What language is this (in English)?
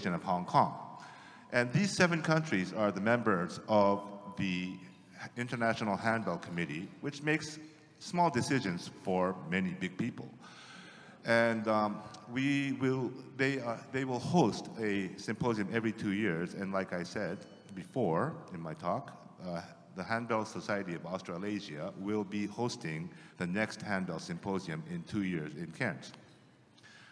English